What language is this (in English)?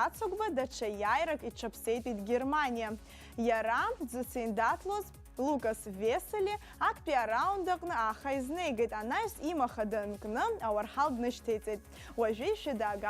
Abkhazian